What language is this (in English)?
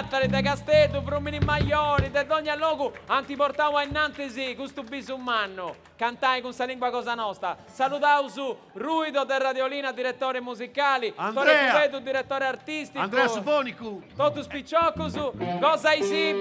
Sardinian